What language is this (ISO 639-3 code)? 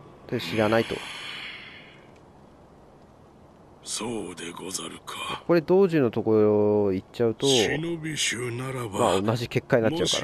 jpn